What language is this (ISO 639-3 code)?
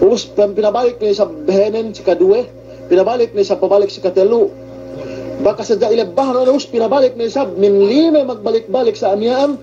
yka